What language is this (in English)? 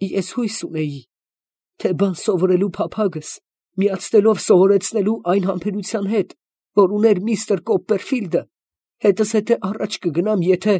Armenian